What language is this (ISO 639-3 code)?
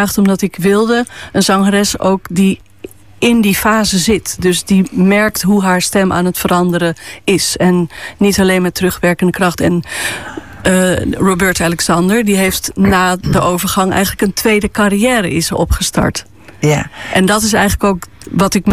nld